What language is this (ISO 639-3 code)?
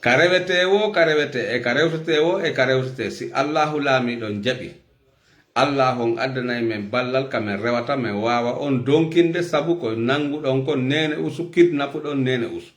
ful